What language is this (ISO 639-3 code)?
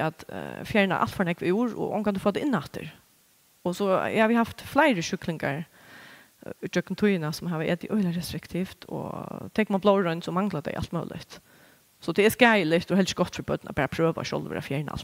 fao